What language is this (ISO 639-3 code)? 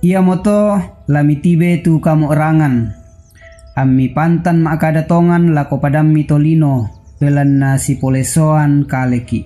sda